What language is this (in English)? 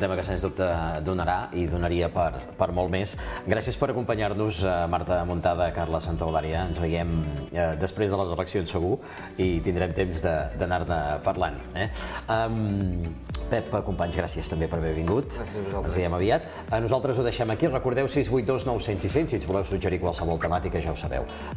Catalan